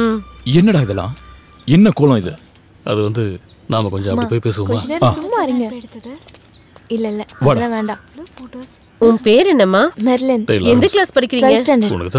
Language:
Tamil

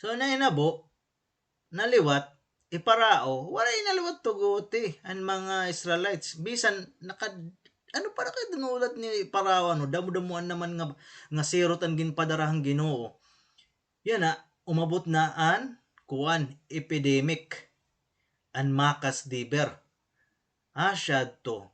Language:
Waray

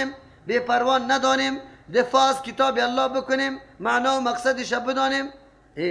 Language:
Persian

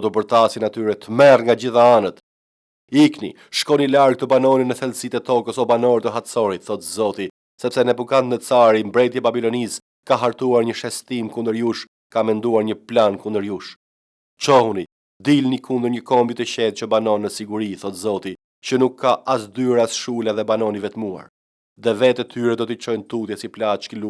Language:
Albanian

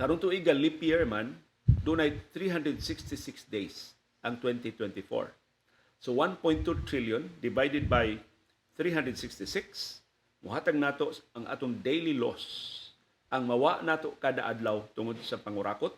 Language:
Cebuano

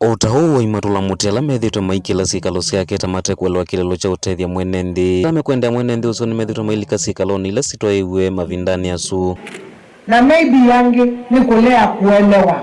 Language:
Kamba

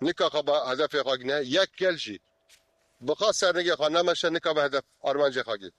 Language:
Kurdish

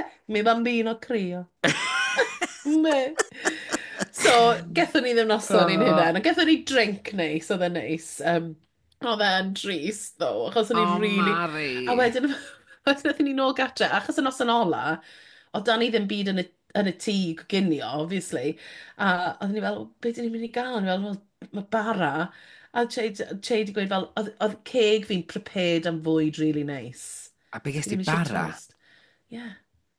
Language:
Welsh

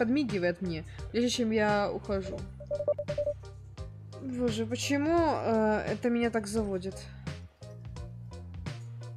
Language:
Russian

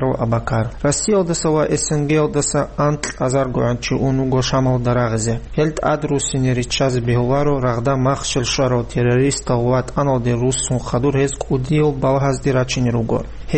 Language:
Avaric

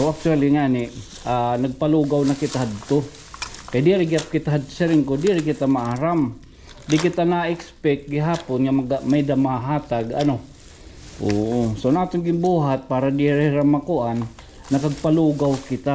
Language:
Waray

